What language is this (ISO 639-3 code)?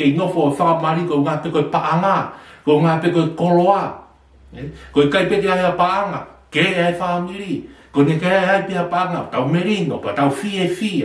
ton